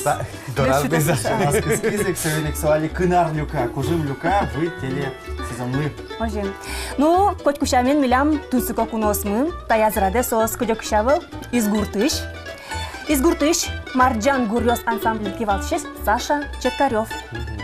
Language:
Udmurt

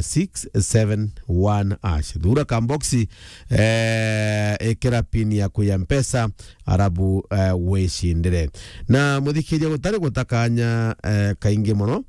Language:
Meru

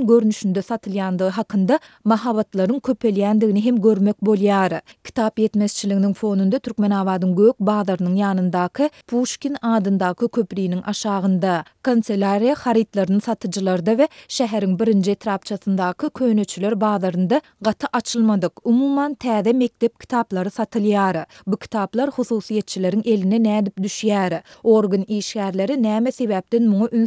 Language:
Turkmen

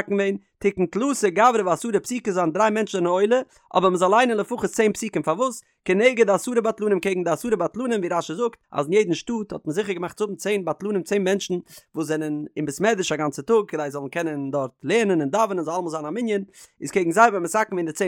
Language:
Yiddish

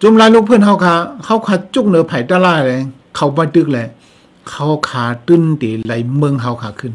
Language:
Shan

